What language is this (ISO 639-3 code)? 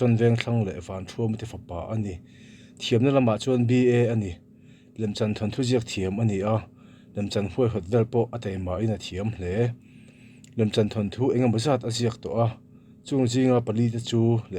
lus